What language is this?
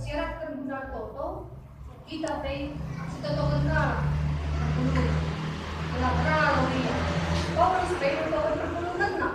Batak Karo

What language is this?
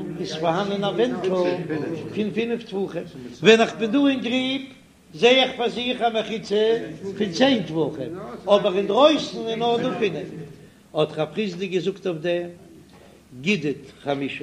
Yiddish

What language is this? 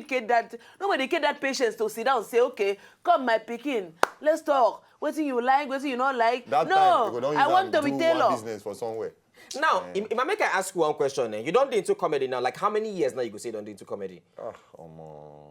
Nigerian Pidgin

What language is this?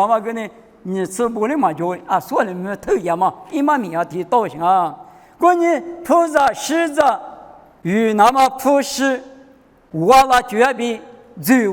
Lisu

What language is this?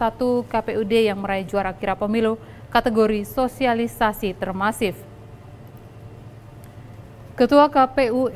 Indonesian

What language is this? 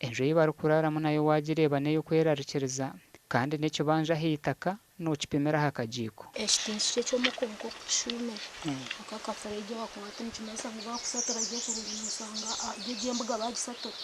Nyankole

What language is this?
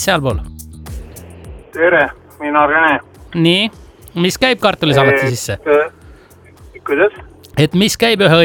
Estonian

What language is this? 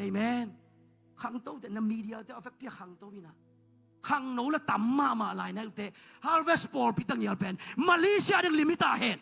Tedim Chin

